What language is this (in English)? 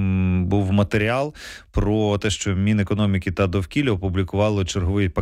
Ukrainian